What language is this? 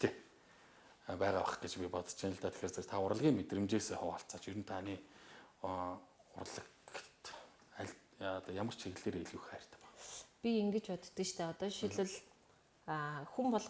Mongolian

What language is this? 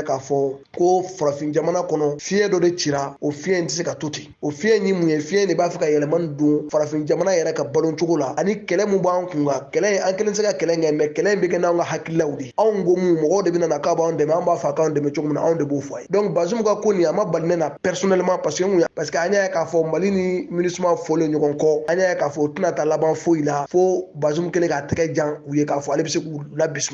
Bambara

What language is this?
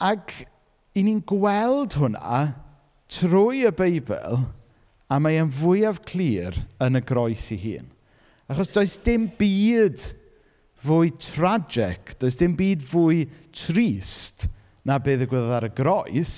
Welsh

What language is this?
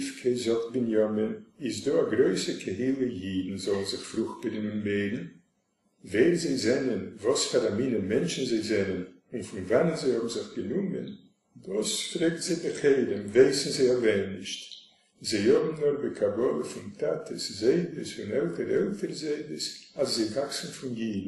Yiddish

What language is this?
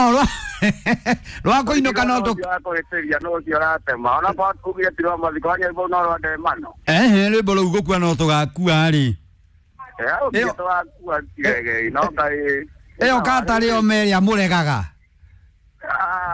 Kikuyu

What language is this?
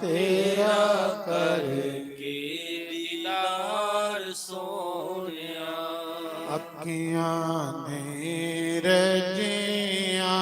Dogri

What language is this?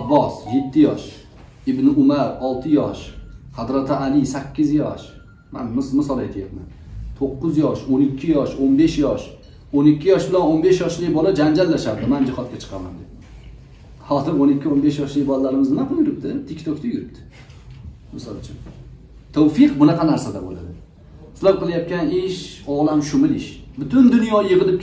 Uzbek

